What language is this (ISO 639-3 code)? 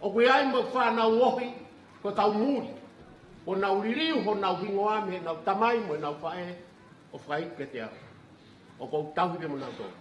ton